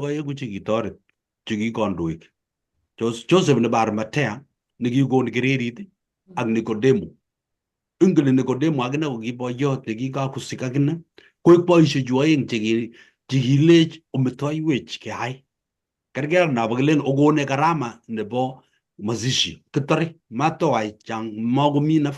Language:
Kalenjin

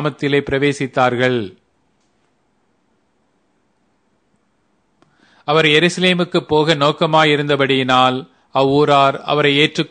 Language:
Tamil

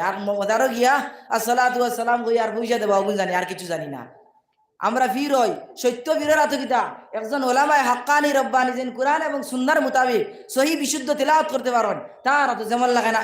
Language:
Sylheti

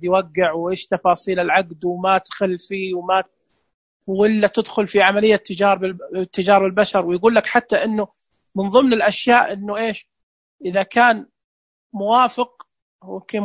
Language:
Najdi Arabic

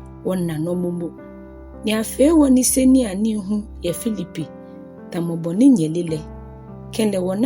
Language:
Ga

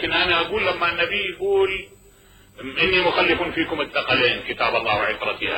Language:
Mesopotamian Arabic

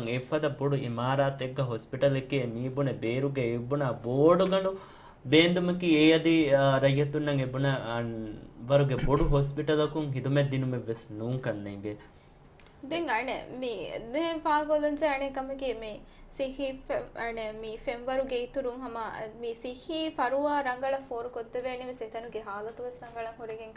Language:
Divehi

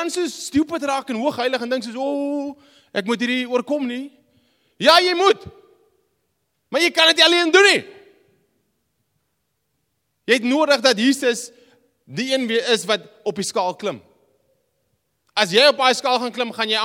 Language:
Afrikaans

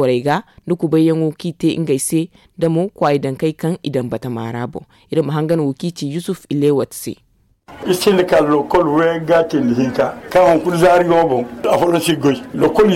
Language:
Zarma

